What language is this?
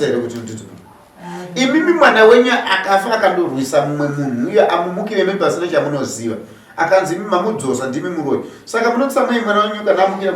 Shona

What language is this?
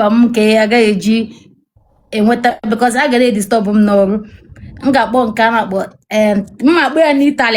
Igbo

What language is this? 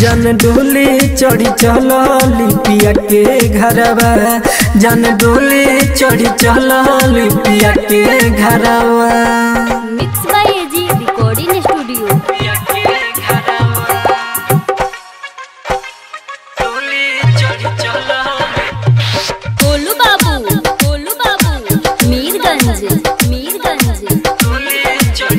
Bhojpuri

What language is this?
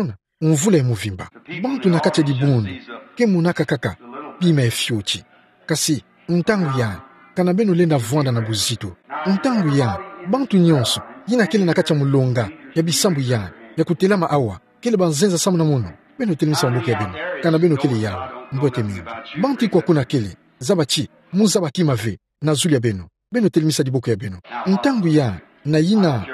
Kituba (Democratic Republic of Congo)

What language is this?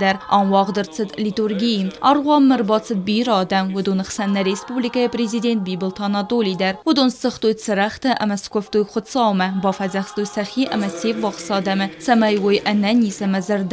Ossetic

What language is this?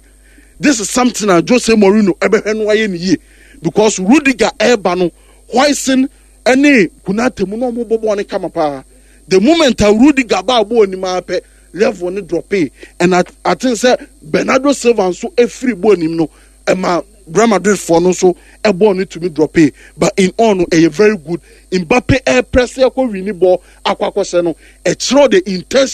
Akan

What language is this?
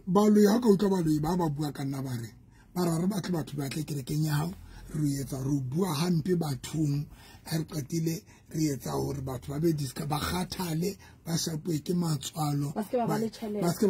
Southern Sotho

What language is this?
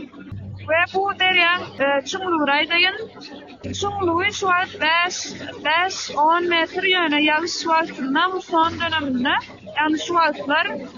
Turkmen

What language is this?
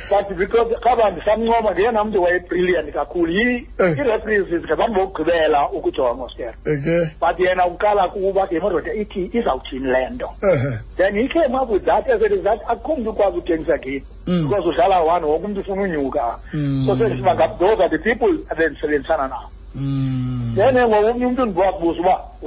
Xhosa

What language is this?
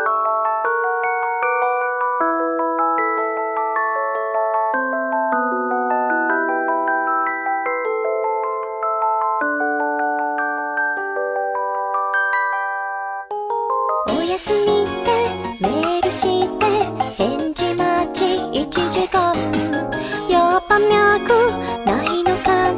Japanese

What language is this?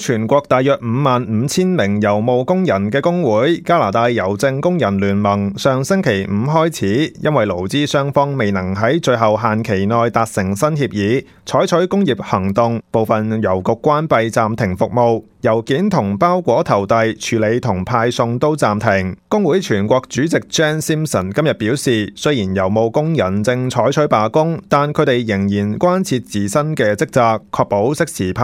Cantonese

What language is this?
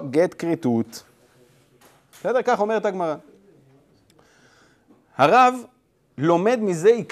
Hebrew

